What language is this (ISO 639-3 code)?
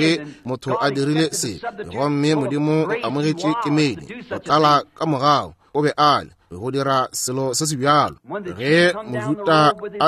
nso